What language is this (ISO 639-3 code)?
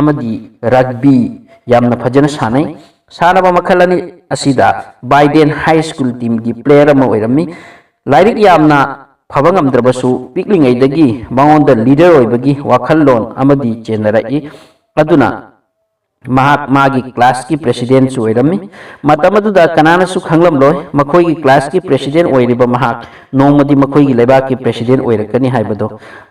mni